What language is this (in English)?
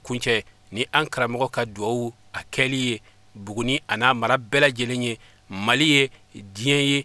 Bambara